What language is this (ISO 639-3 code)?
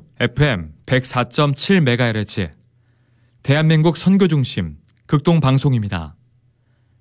kor